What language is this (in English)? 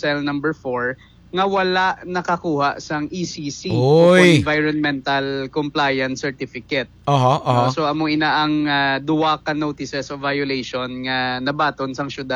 Hiligaynon